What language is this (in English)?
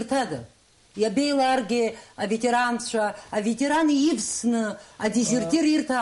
Abkhazian